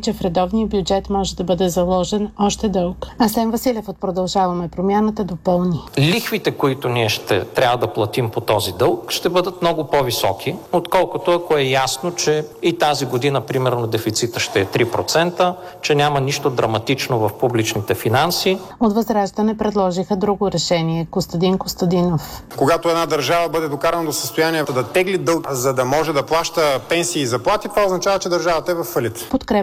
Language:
Bulgarian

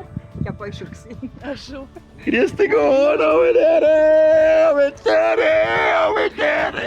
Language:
Bavarian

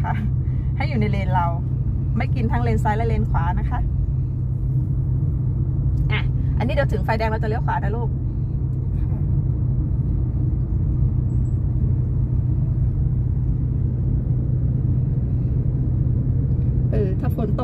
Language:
Thai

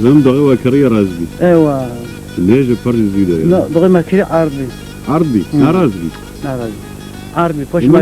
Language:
Kurdish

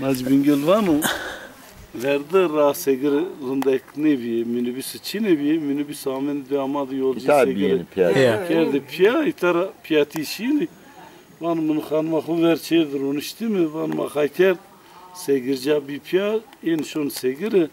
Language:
Zaza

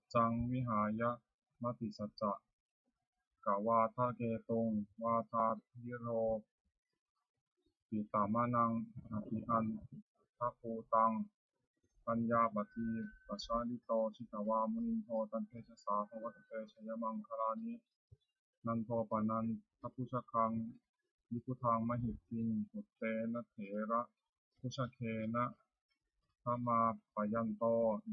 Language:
Pali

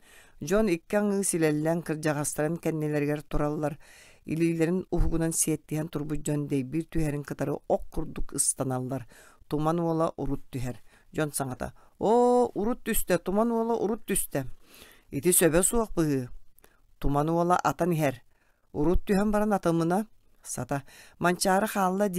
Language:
Yakut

